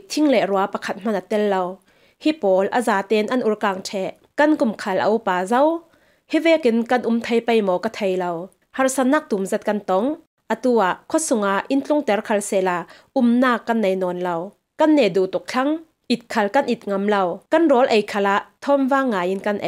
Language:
Falam Chin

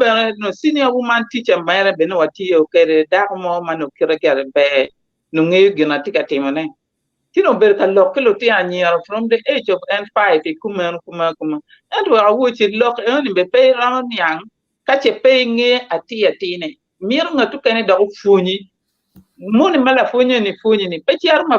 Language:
Acoli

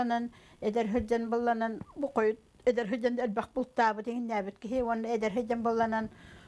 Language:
Yakut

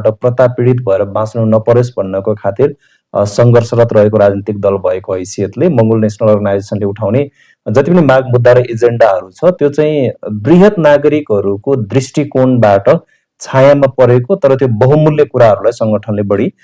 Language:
Nepali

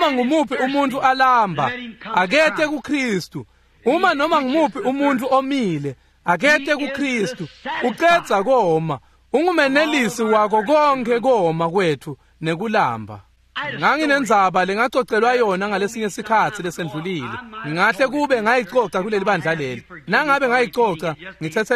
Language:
Swati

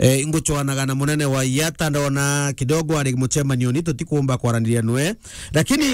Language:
Meru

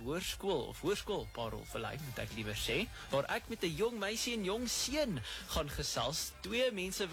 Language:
Afrikaans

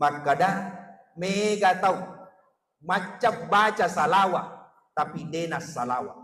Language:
Buginese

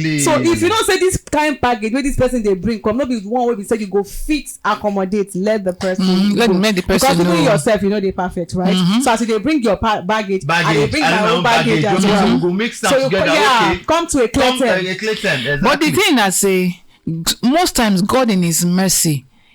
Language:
Nigerian Pidgin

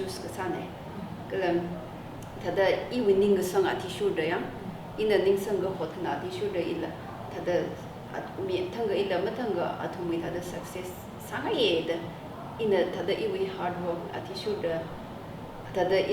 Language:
Tangkhul Naga (India)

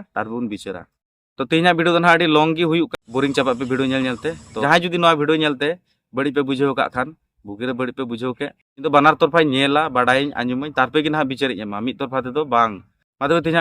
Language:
Santali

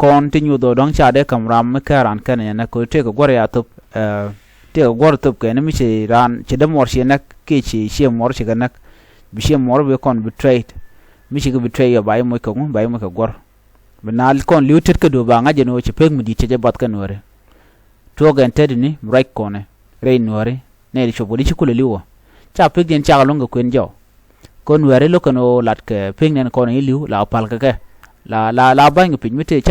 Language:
Nuer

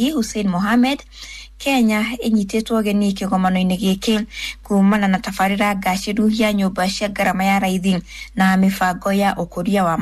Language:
Kikuyu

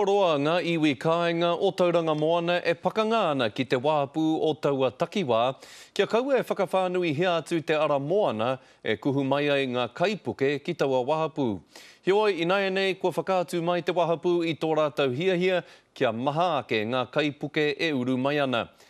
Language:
Māori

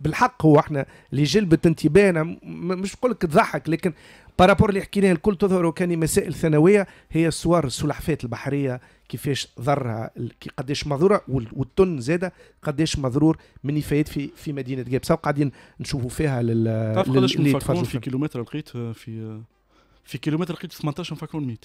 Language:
Tunisian Arabic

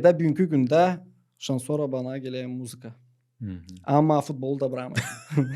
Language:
Gagauz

